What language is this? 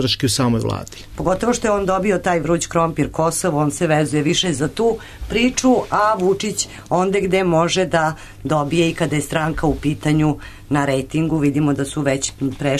Serbian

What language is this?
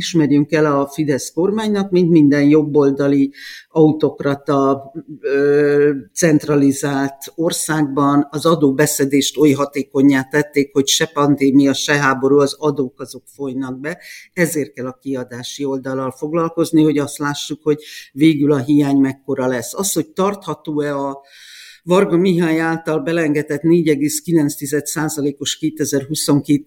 Hungarian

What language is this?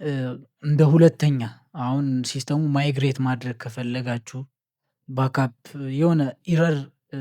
Amharic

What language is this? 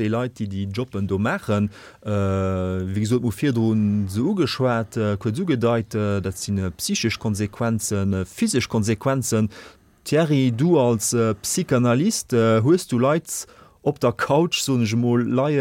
Luxembourgish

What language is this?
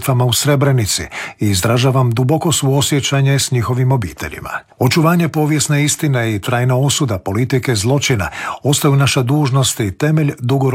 Croatian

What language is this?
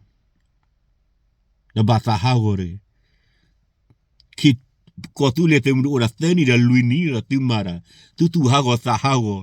S'gaw Karen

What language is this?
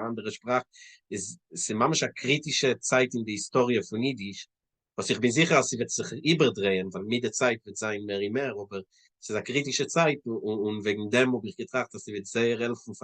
Yiddish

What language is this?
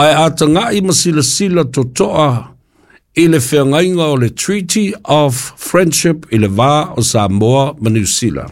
Samoan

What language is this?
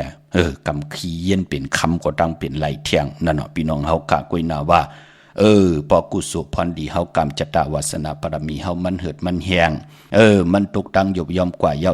Shan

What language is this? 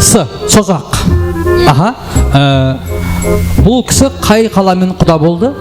Kara-Kalpak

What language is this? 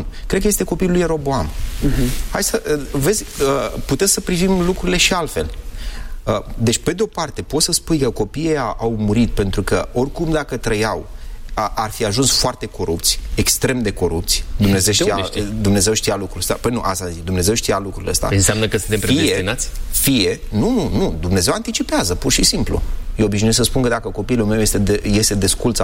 Romanian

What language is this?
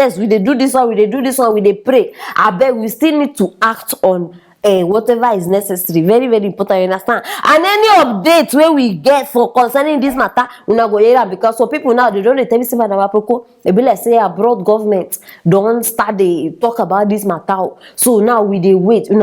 Nigerian Pidgin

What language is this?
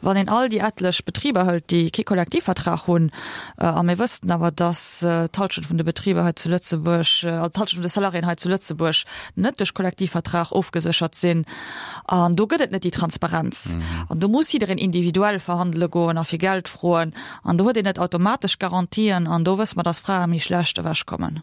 Luxembourgish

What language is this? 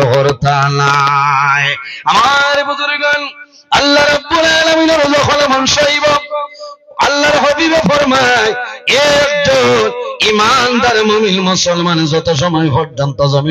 Sylheti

